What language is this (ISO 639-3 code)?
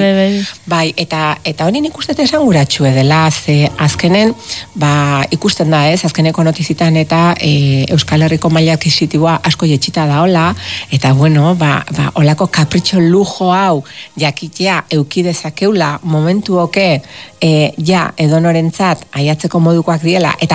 eus